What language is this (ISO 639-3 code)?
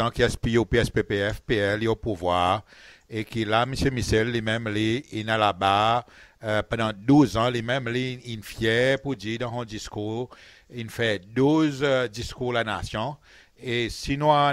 crs